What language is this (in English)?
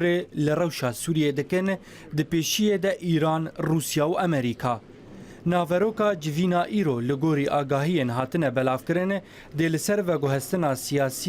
Kurdish